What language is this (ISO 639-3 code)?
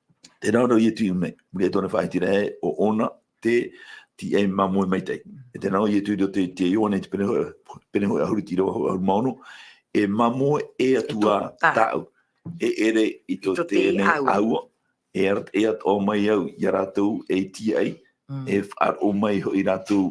tah